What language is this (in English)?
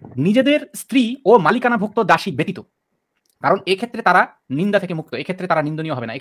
Bangla